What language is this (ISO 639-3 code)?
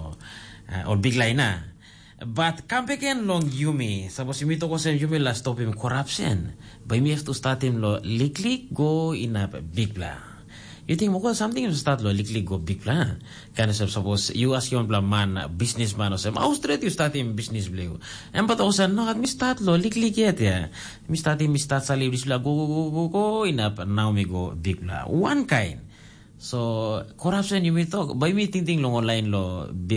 tpi